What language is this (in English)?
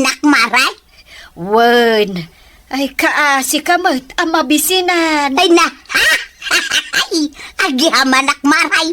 Iloko